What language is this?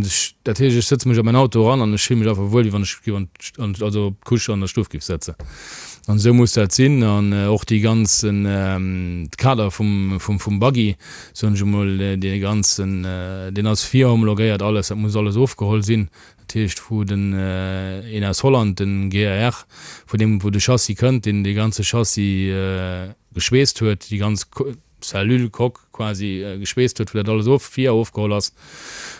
Luxembourgish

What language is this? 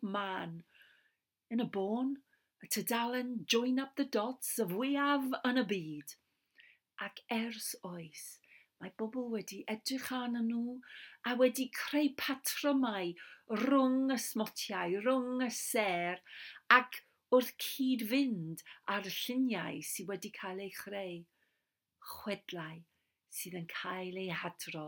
Welsh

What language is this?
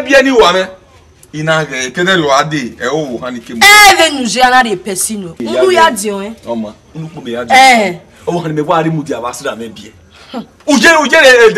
Bini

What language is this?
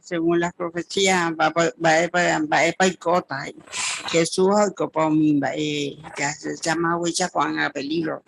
Guarani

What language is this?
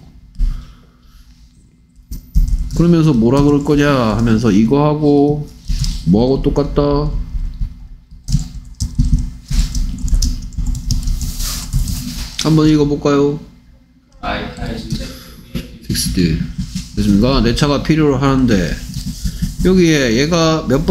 Korean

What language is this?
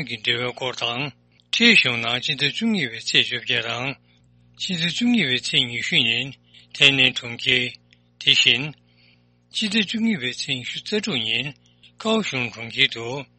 Tibetan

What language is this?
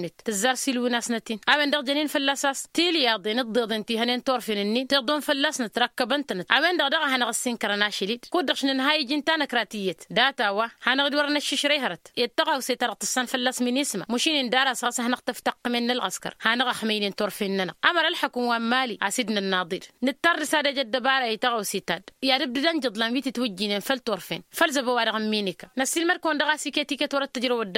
Tamasheq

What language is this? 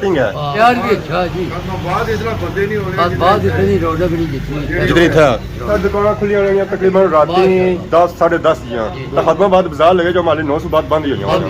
Pahari-Potwari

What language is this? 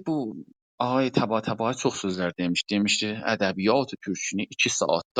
South Azerbaijani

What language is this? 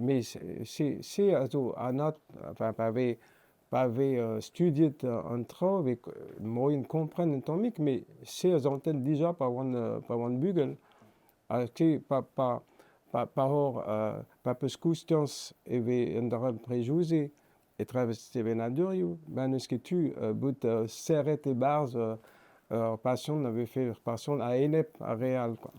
Breton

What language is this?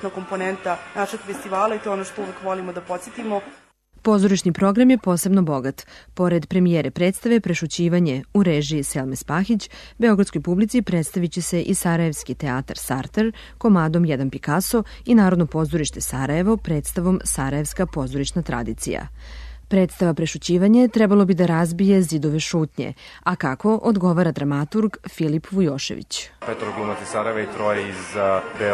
Serbian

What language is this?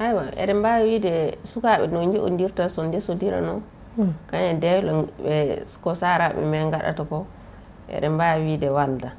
Fula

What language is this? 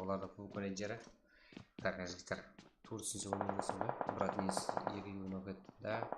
Kara-Kalpak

